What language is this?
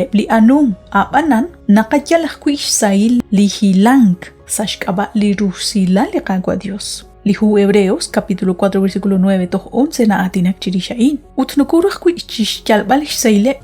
Kekchí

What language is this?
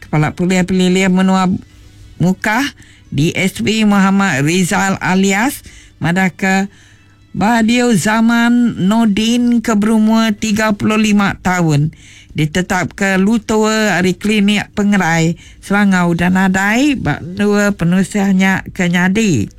Iban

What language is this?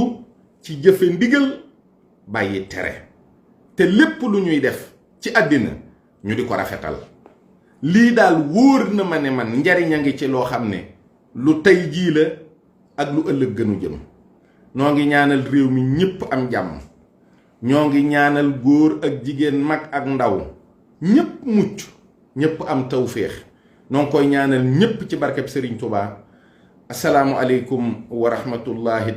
Wolof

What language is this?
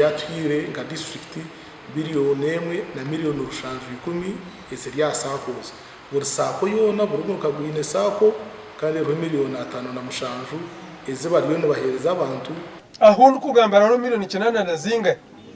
Nyankole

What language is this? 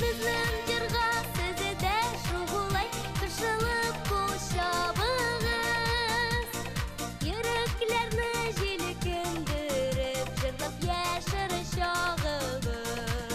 Bashkir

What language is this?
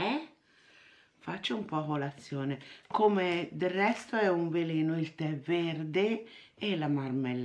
Italian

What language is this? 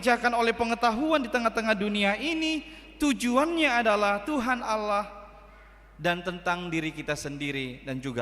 Batak Toba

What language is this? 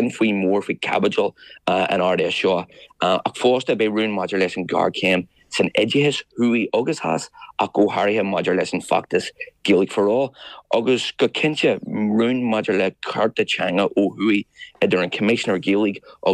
Irish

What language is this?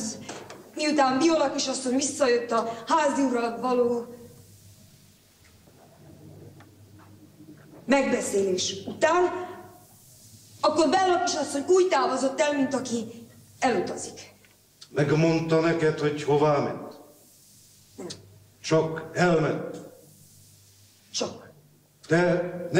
Hungarian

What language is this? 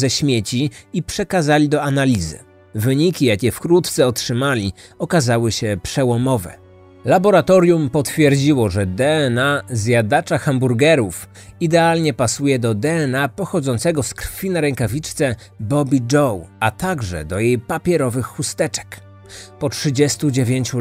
Polish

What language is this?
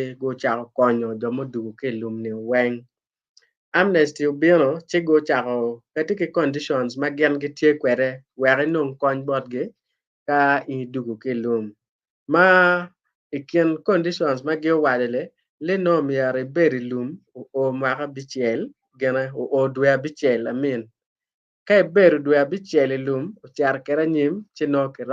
Acoli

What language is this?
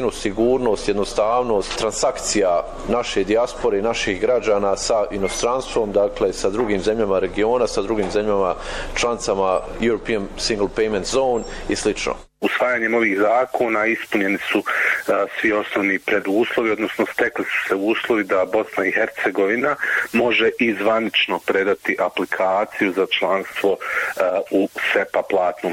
Bosnian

